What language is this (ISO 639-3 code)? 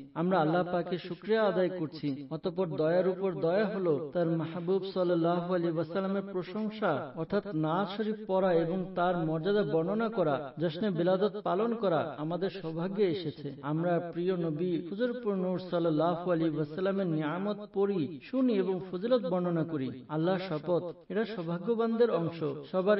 ben